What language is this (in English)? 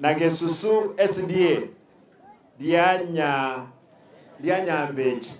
Gusii